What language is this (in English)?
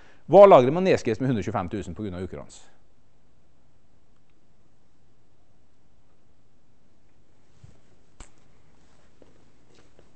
Norwegian